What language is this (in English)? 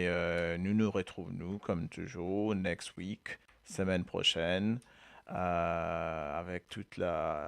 Morisyen